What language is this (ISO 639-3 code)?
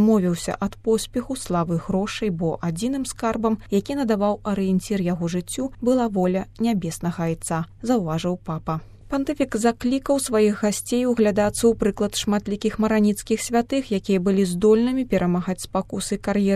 bel